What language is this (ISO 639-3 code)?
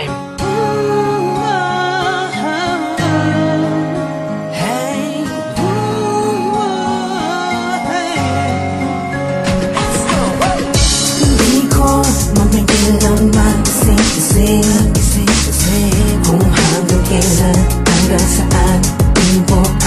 fil